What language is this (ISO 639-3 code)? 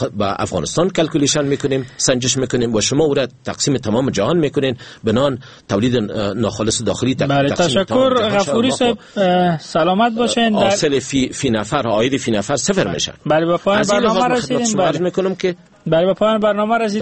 fas